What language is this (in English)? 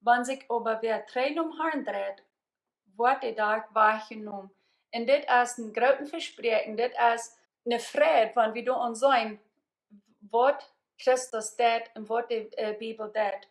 Plautdietsch